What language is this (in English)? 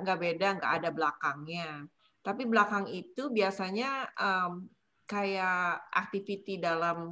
Indonesian